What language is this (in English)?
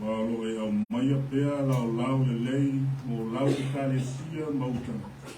Samoan